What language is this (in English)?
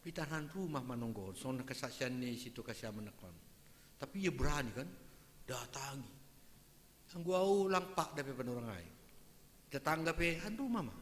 Batak Simalungun